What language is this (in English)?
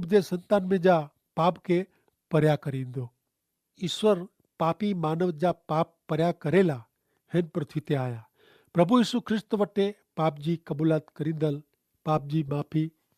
Kachhi